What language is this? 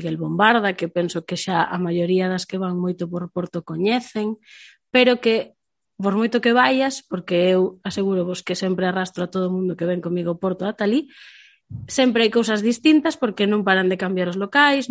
Galician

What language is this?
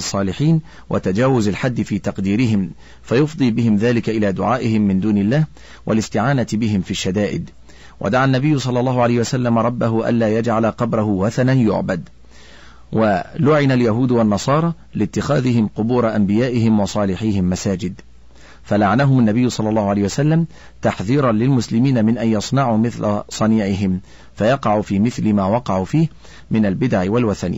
Arabic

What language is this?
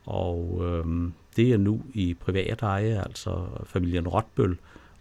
Danish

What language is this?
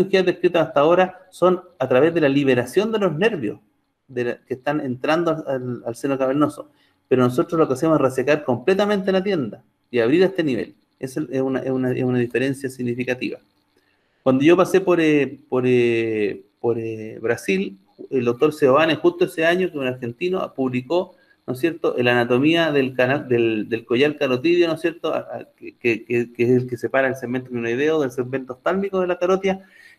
Spanish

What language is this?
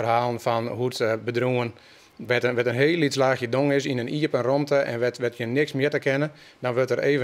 Western Frisian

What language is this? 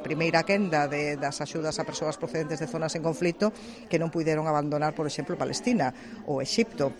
Galician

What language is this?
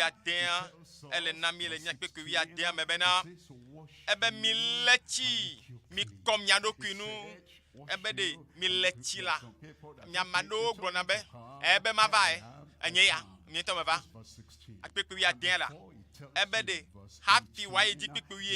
Ewe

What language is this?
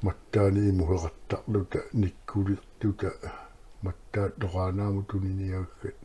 Kalaallisut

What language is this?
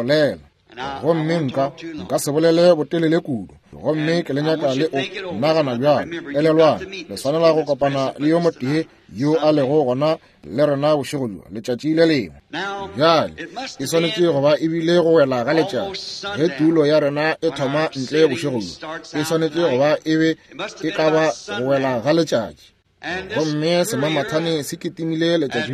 Northern Sotho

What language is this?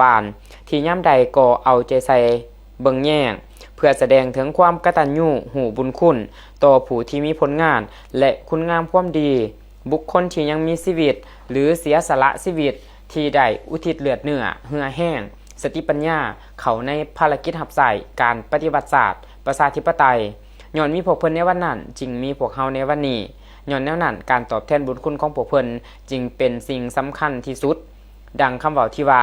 Lao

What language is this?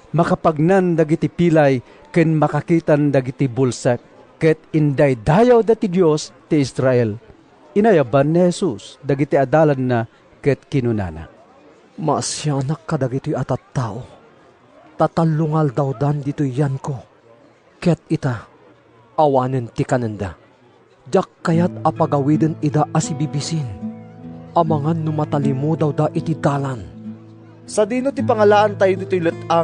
Iloko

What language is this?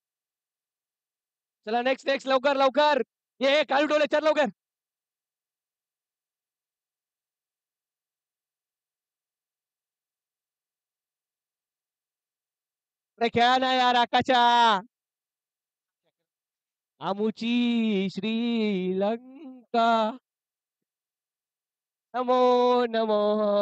Marathi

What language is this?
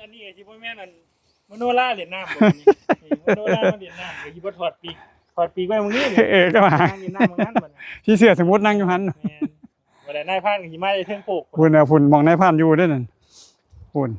Northeastern Thai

